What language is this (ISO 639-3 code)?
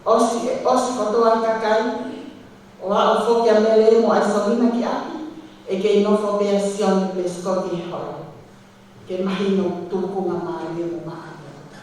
ton